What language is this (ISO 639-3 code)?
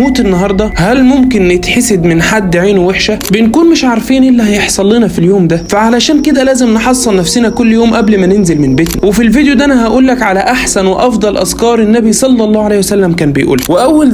arz